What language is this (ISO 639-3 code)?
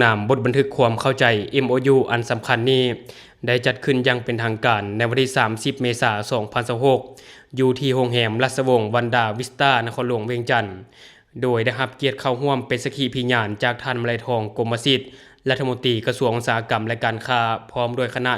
lao